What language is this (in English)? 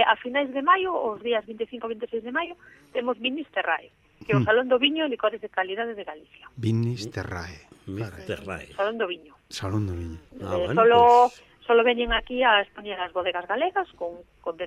Galician